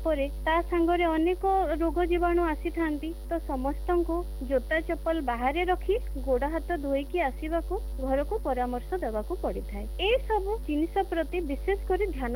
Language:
Odia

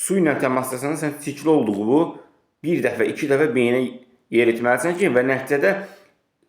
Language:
Azerbaijani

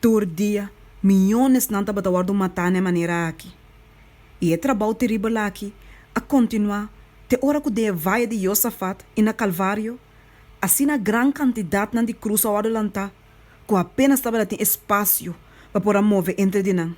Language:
Papiamento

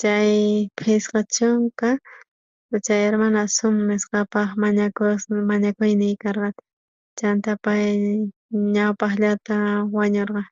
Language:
South Bolivian Quechua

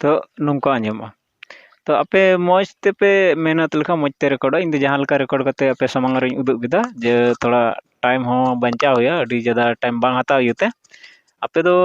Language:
Santali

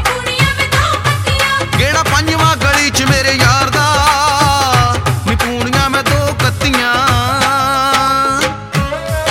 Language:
Punjabi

